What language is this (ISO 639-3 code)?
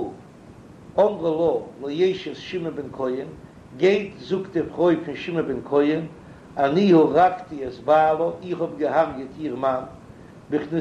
yid